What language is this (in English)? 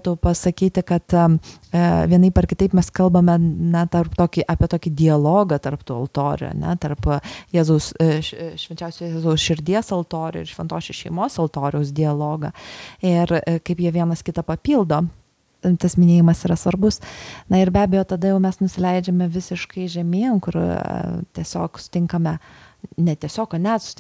Lithuanian